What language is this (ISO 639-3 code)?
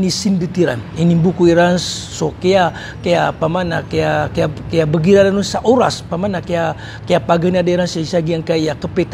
mrw